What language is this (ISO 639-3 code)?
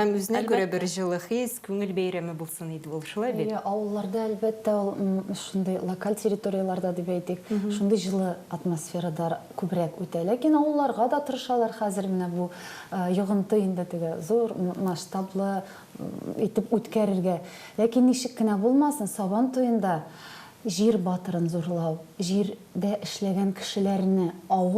tat